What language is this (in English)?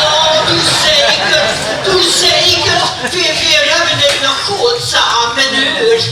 Limburgish